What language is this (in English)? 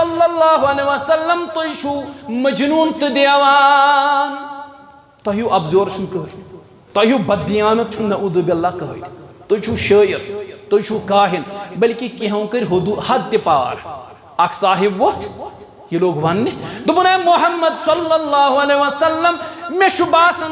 Kashmiri